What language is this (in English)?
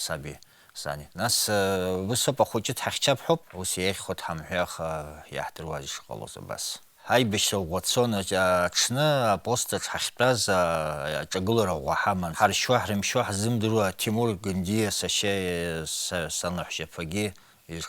Abkhazian